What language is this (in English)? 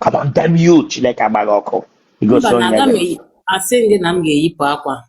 Igbo